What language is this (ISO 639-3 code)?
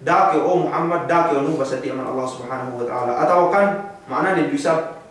yka